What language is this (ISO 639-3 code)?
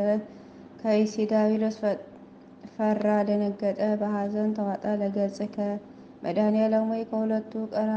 amh